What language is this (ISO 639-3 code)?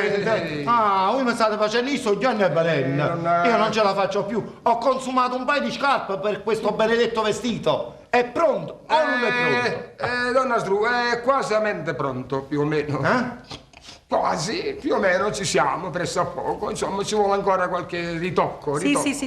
nap